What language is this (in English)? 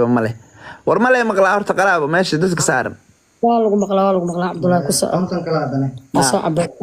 Somali